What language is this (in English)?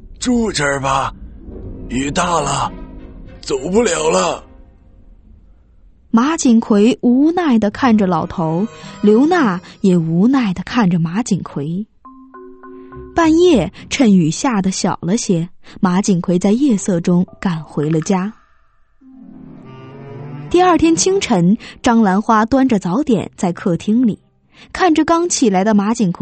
Chinese